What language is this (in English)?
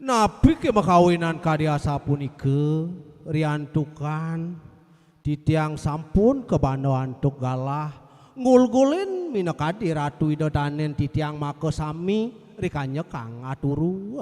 Balinese